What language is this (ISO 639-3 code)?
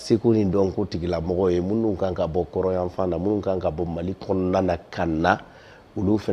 bam